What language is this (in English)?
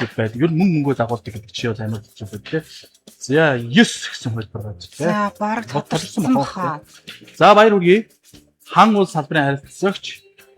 Mongolian